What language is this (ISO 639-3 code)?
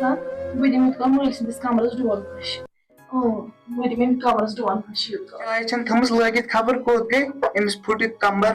kas